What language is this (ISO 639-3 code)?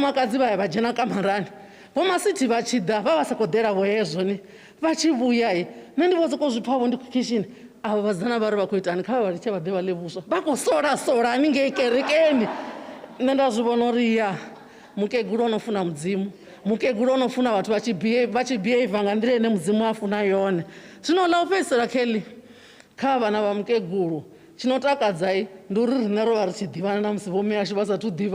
ven